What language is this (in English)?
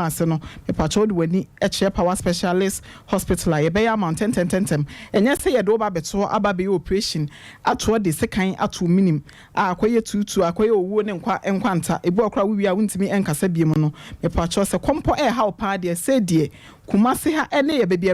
Akan